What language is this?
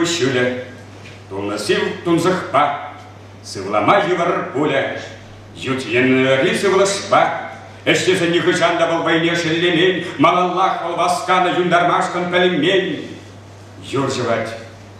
Chuvash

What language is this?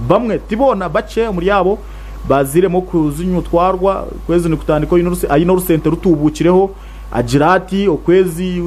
Nyankole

